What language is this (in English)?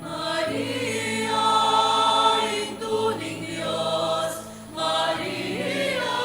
Pampanga